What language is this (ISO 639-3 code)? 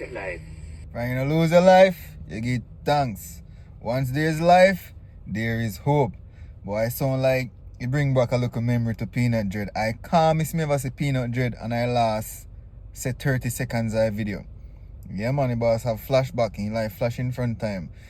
jam